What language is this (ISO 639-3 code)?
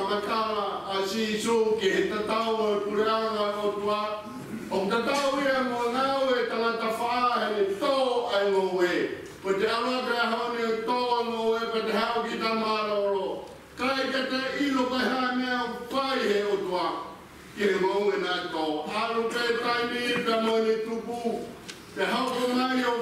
ton